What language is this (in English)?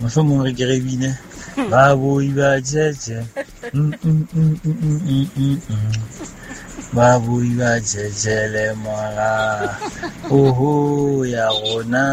Southern Sotho